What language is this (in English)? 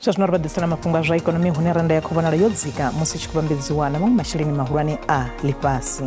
Venda